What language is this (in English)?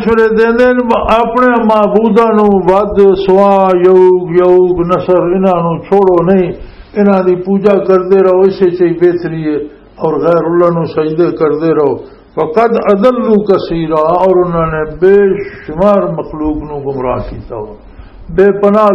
Western Panjabi